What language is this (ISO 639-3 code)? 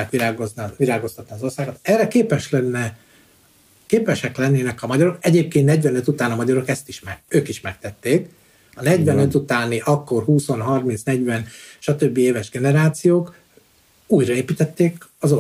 hun